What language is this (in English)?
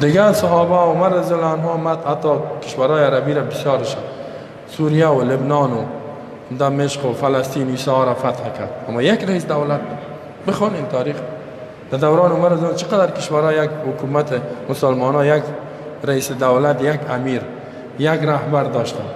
Persian